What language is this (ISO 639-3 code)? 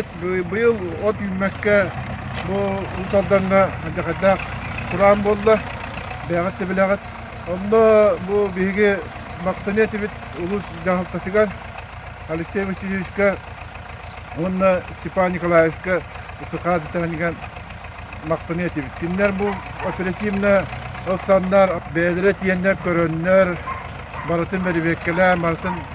sah